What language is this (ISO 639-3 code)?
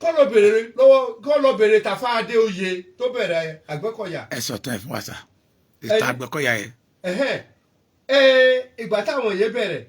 yor